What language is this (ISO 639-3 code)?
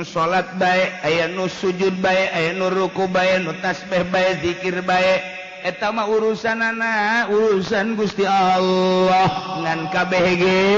sun